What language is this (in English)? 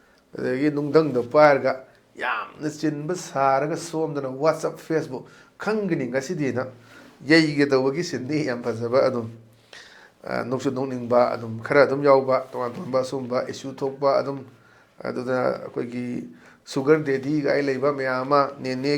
Manipuri